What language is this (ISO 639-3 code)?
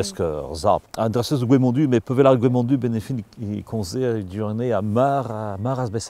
bre